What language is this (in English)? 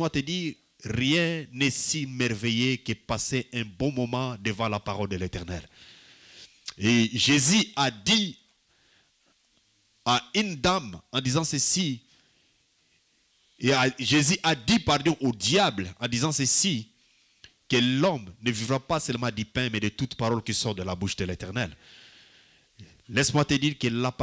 French